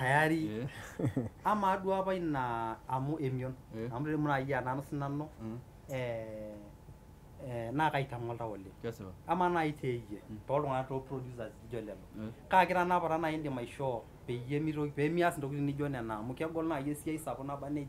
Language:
Masai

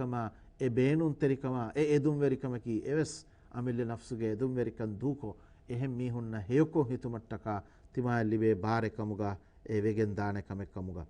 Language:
Divehi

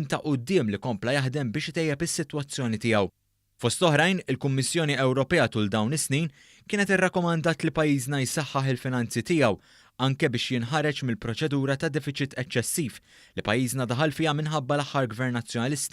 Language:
Maltese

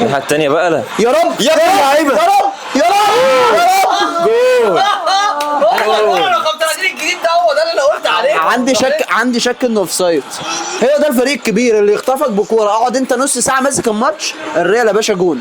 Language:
Egyptian Arabic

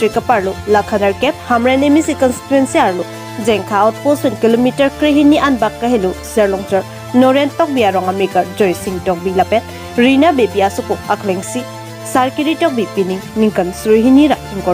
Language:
Karbi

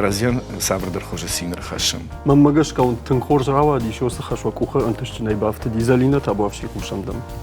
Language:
Ossetic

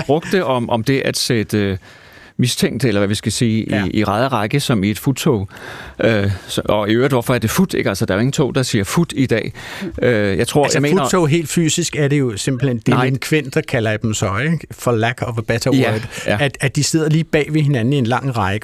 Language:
Danish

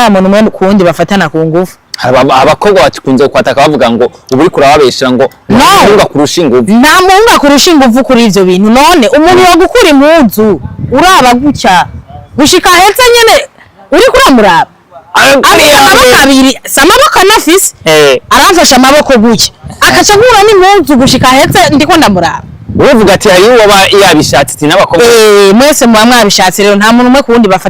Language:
Rundi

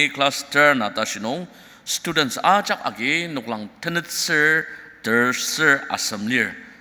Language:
Ao Naga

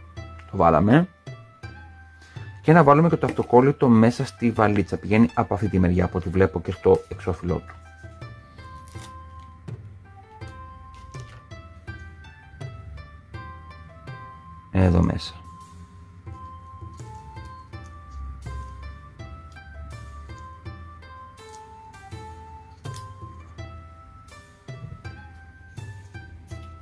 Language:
Greek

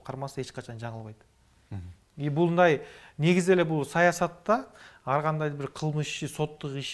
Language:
Kyrgyz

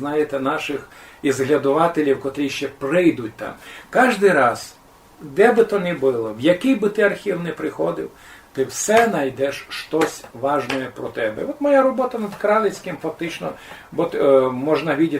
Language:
Rusyn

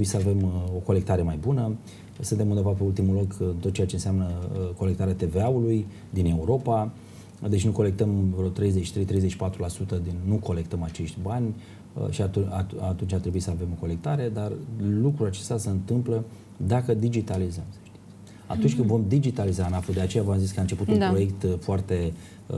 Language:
Romanian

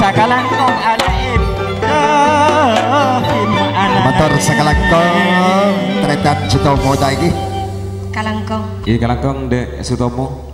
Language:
Madurese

